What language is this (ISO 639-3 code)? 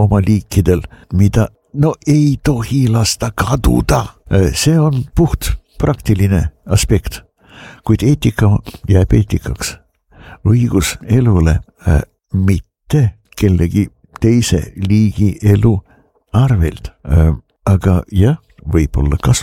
est